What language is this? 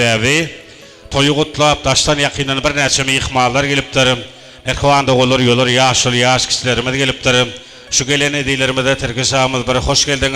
Turkmen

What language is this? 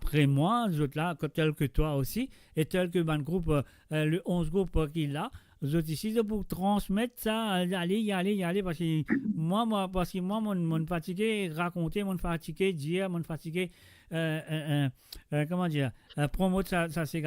Morisyen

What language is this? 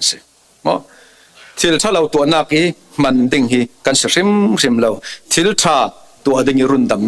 Falam Chin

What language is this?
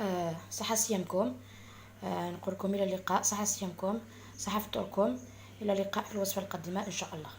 Algerian Arabic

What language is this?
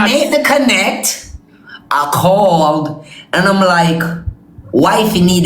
Jamaican Creole English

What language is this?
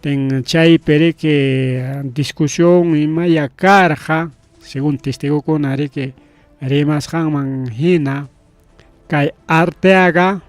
Ayacucho Quechua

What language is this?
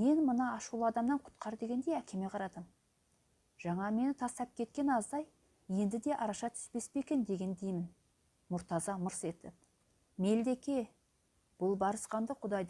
Kazakh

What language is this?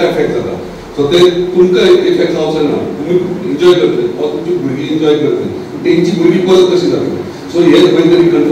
Konkani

